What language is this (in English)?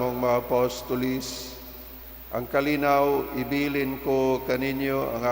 Cebuano